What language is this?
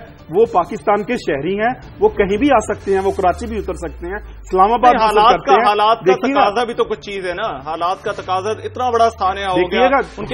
Urdu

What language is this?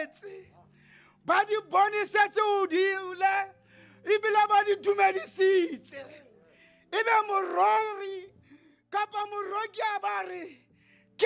Southern Sotho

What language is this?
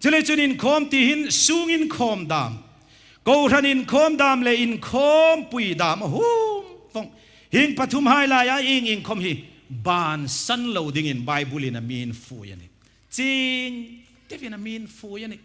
Hmar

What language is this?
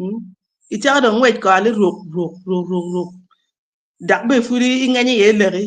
Acoli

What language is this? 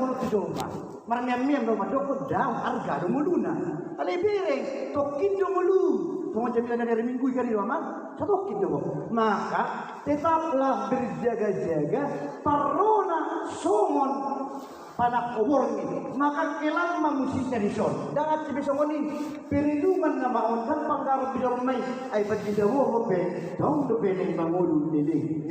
Batak Toba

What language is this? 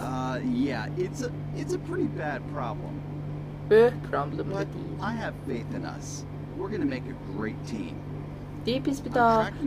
South Azerbaijani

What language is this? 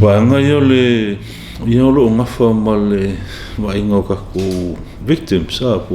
Samoan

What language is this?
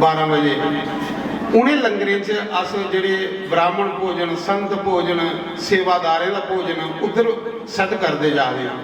Dogri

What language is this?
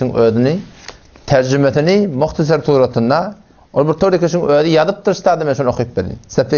Turkmen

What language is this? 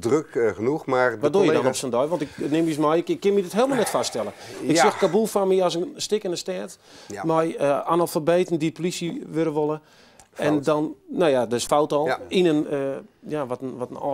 Western Frisian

